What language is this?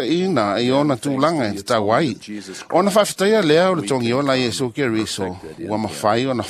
Samoan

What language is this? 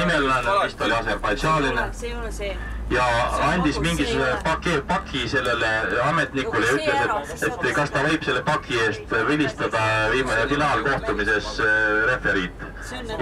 Estonian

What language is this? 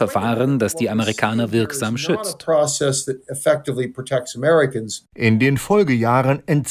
German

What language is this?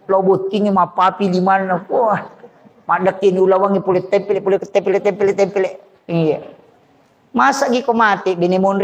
Buginese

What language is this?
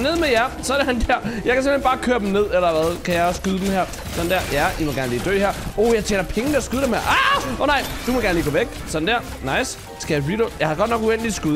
Danish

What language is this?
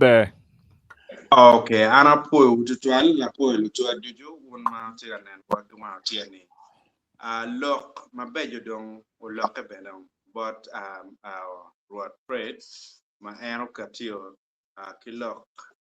Acoli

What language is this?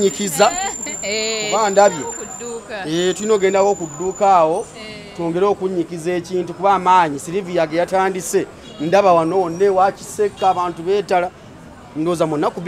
Ganda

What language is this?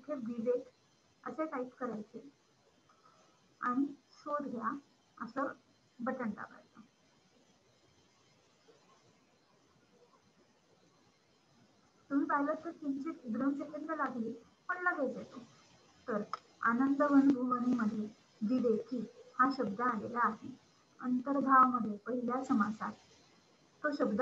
Marathi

